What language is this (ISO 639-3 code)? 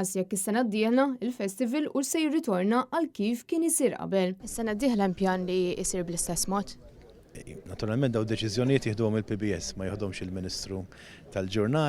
mlt